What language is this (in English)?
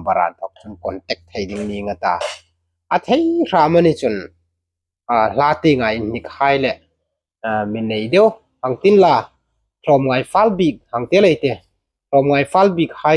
Hmar